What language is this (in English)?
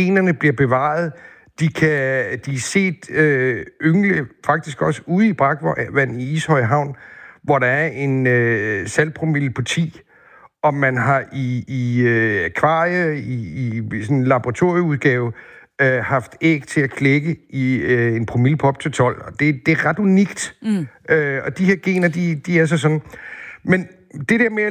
Danish